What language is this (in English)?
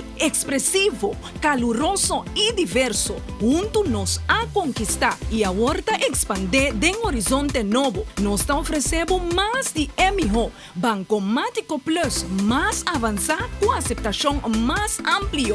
Papiamento